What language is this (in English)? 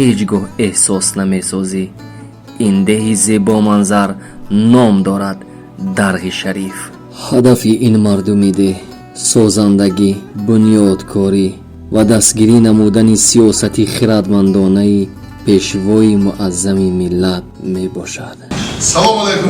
Tajik